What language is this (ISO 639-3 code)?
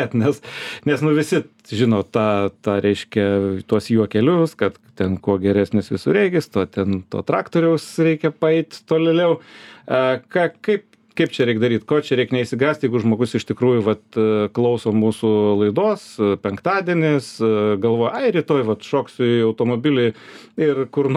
lit